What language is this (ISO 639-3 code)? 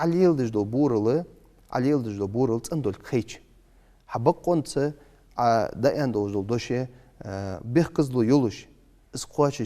inh